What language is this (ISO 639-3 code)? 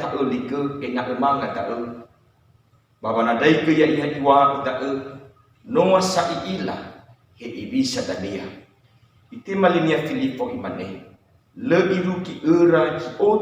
nia